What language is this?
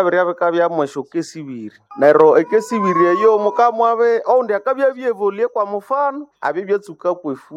Nande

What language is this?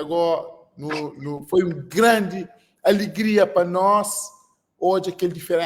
Kabuverdianu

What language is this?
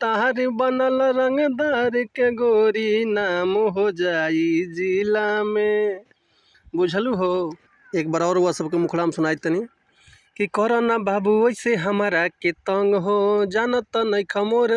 Bhojpuri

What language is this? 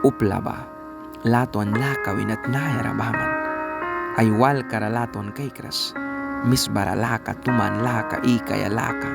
Mískito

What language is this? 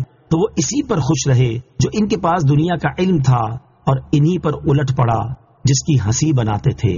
Urdu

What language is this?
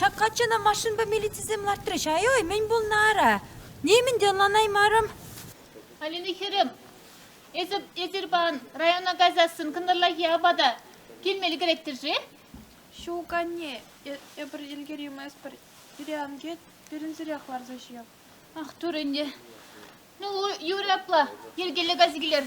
Chuvash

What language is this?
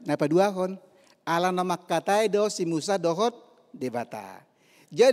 Batak Toba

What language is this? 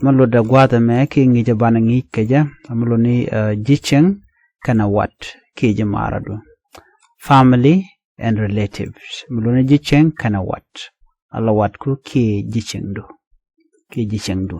Nuer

